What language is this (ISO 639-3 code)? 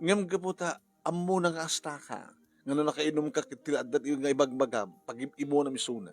ilo